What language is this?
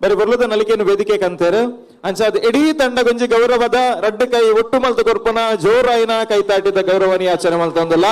Tulu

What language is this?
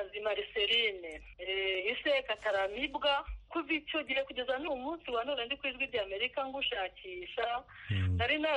Kinyarwanda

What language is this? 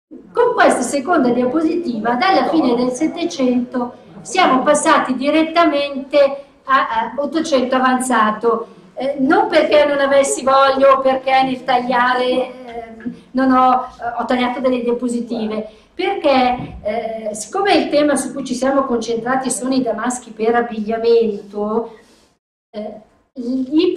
Italian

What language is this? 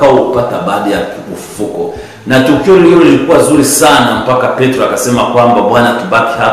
Swahili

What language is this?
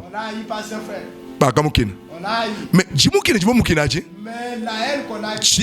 Luba-Lulua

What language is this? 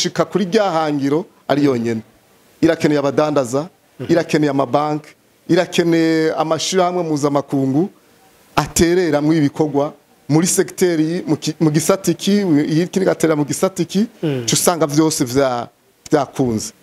Rundi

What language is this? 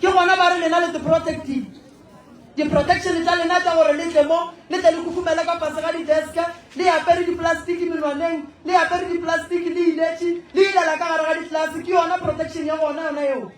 Northern Sotho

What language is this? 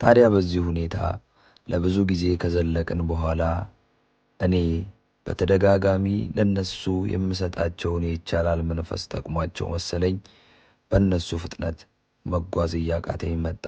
Amharic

